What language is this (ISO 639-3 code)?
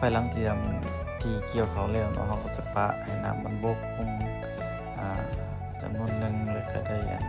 lao